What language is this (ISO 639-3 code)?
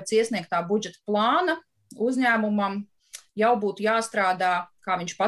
lav